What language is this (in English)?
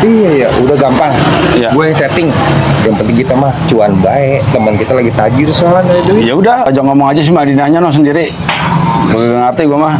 Betawi